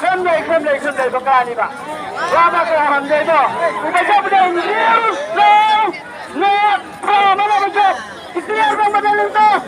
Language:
Khasi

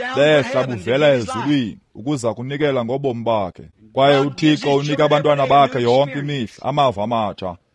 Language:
Xhosa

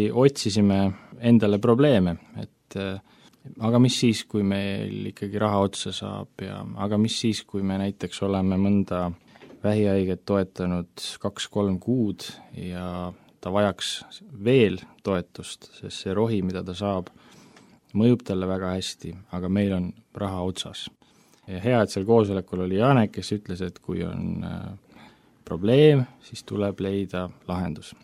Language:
Estonian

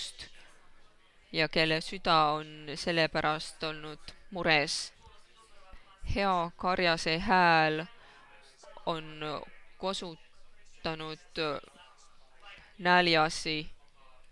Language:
Estonian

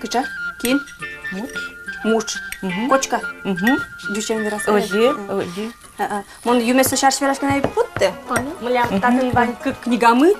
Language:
Udmurt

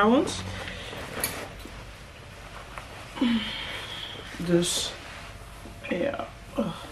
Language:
Dutch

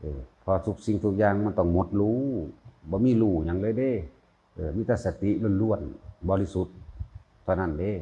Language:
Northeastern Thai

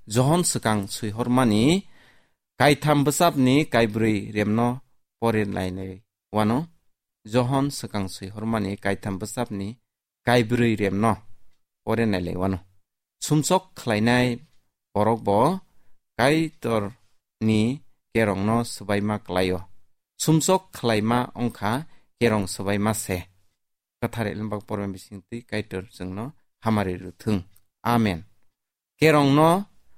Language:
Kok Borok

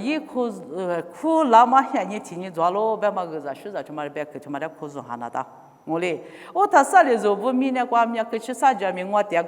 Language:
Lisu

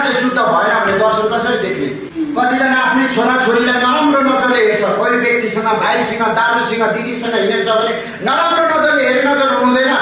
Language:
Nepali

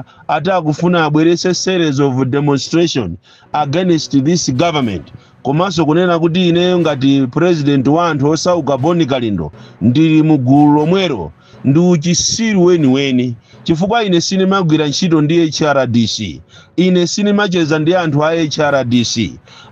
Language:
Nyanja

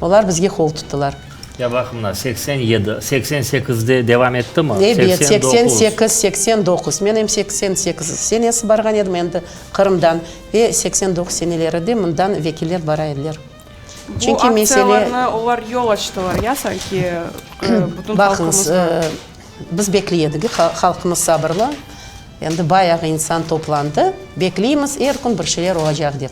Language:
Crimean Tatar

